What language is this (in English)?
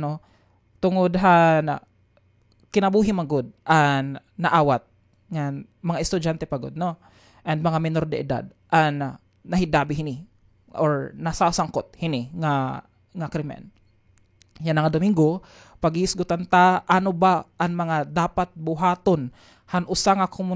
Waray